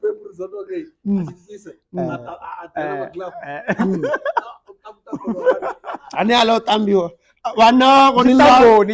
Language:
Venda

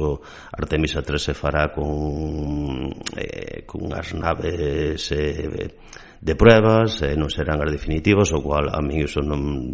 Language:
Galician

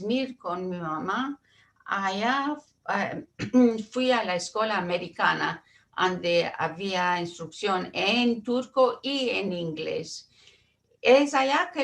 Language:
Ladino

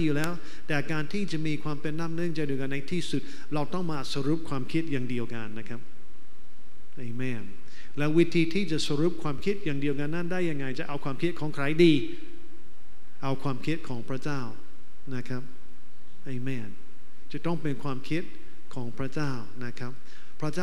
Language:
Thai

